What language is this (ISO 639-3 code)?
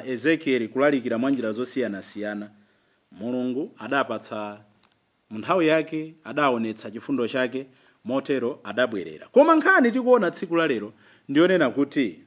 nya